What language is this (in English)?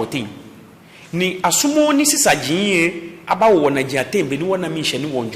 Ga